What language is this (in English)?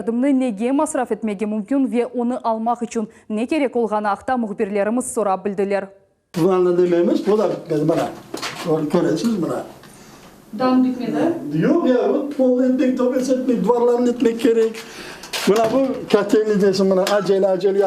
Crimean Tatar